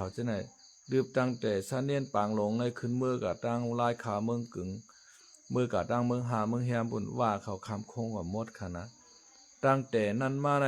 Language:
Shan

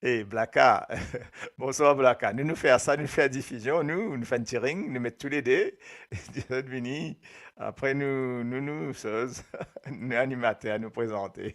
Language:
Morisyen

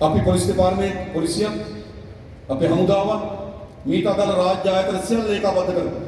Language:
Sinhala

